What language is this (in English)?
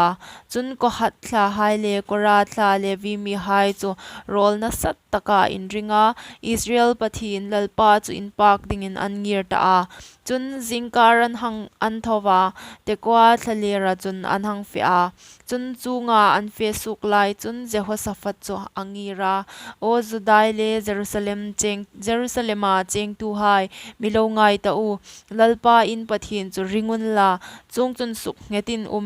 Hmar